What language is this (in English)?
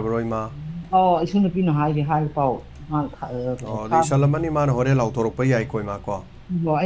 Manipuri